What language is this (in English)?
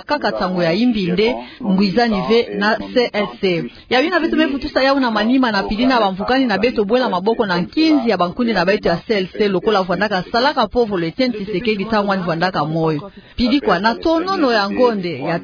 Kituba (Democratic Republic of Congo)